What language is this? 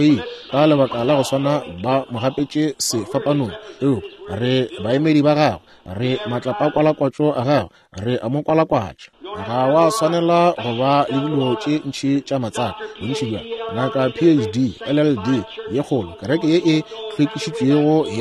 Northern Sotho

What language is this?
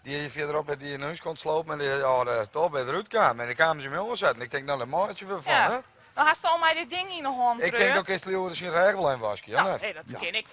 Western Frisian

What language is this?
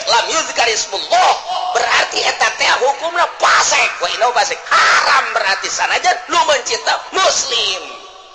Sundanese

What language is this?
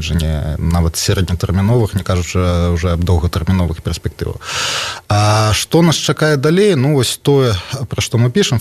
Belarusian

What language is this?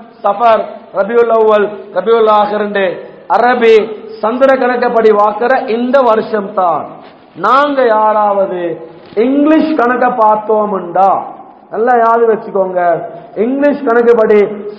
Tamil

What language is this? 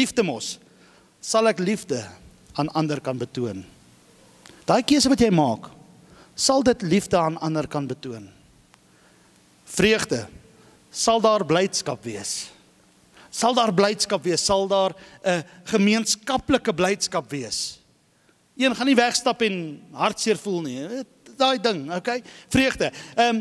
Afrikaans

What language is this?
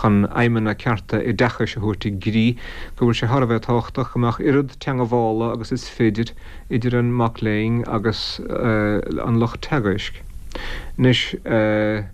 Irish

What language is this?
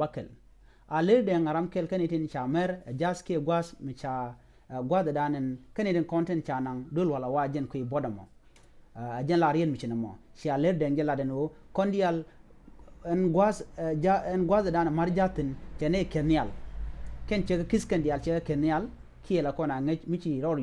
Nuer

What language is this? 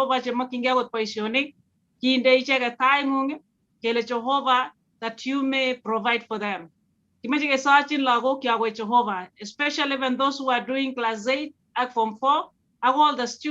Kalenjin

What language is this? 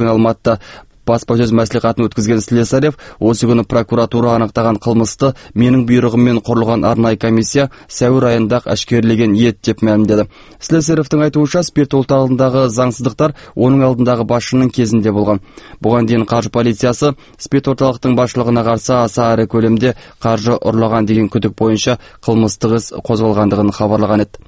Kyrgyz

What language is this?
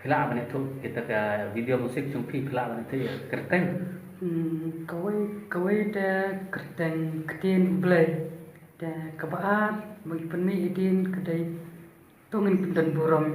Khasi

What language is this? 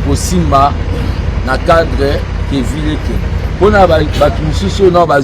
Lingala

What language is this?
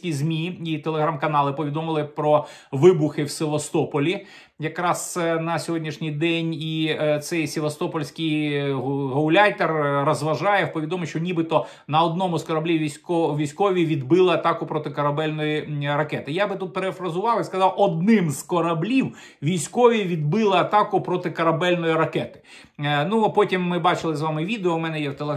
Ukrainian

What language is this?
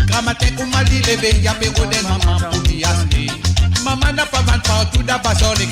Morisyen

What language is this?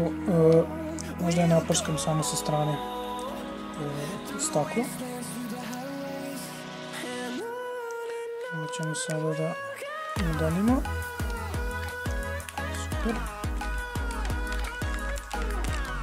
Serbian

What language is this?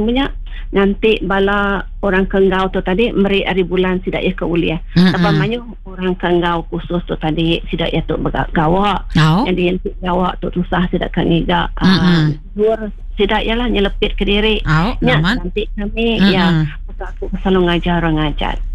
Iban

